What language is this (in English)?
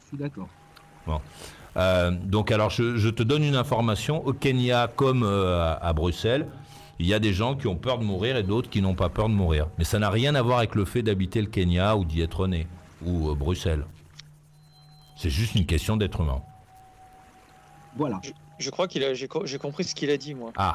French